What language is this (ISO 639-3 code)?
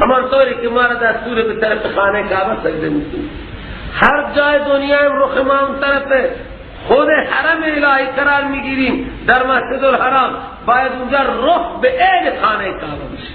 fas